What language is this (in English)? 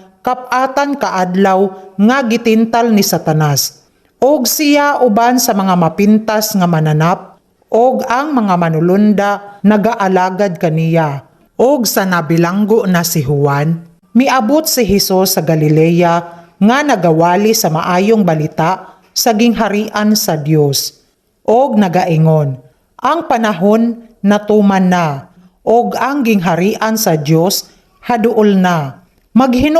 Cebuano